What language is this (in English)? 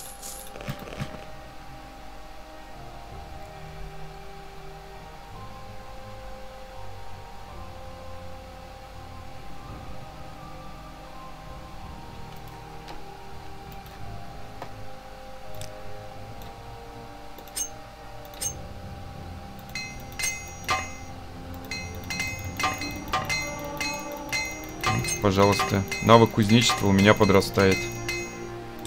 Russian